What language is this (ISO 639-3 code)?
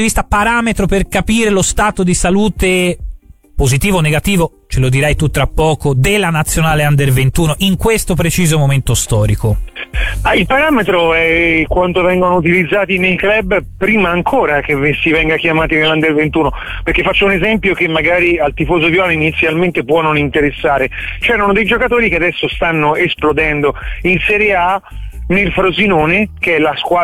ita